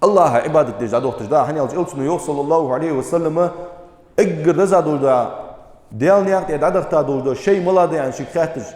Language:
Ingush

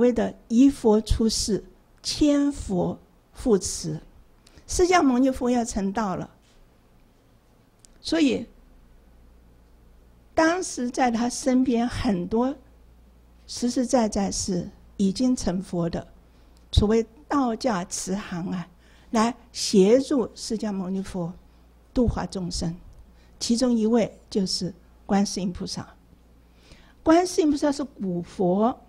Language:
Chinese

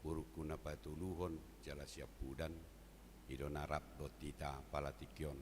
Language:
Batak Toba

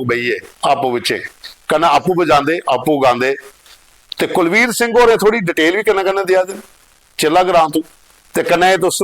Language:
Dogri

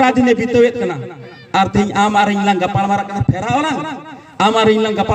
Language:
Santali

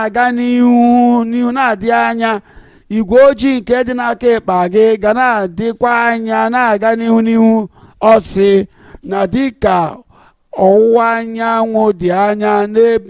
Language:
Igbo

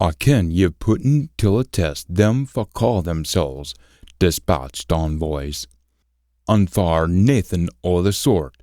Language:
Scots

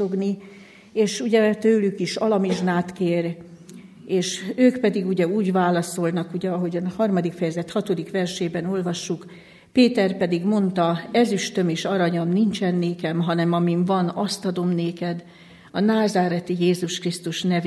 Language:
Hungarian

